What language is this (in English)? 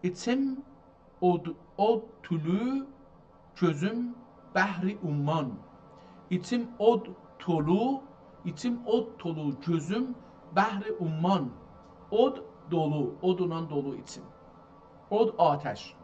South Azerbaijani